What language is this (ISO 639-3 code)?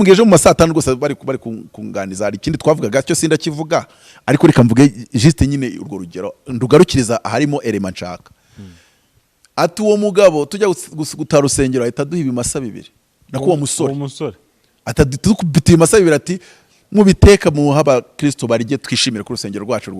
kin